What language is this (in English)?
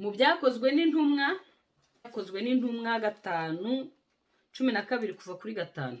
Kinyarwanda